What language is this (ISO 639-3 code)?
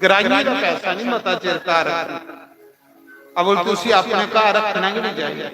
doi